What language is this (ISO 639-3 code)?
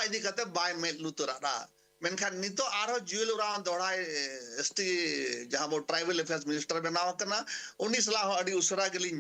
sat